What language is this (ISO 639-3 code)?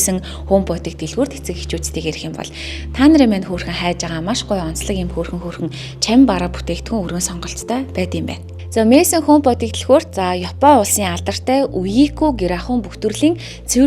mon